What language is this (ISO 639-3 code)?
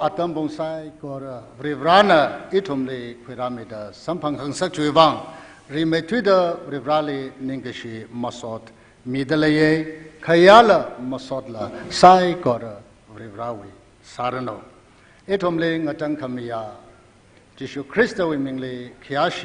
nmf